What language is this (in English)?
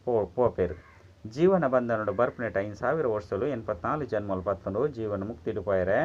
Tulu